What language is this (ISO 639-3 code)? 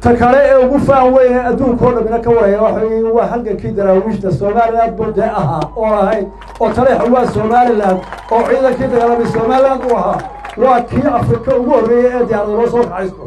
som